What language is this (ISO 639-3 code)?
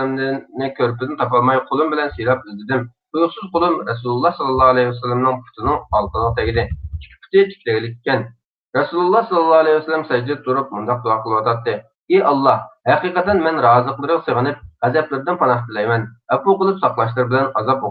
uig